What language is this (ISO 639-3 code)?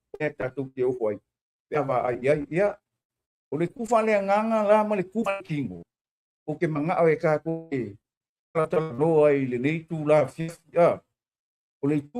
smo